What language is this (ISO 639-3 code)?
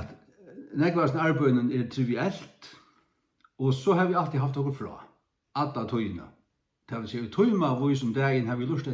fao